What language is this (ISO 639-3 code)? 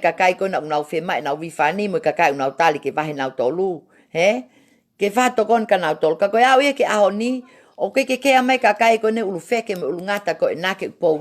ton